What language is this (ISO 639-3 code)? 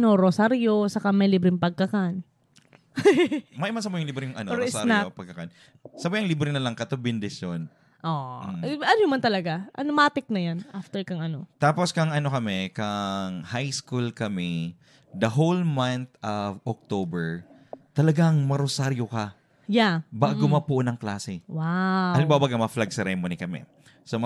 bik